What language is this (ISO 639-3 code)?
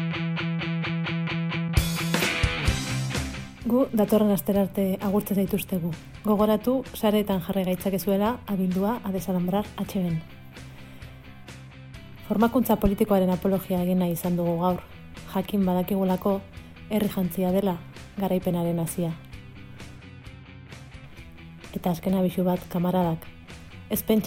eus